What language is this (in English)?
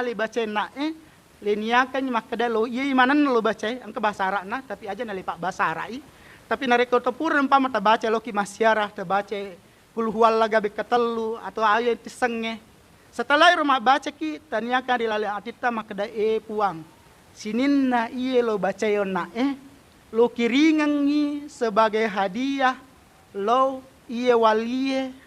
Buginese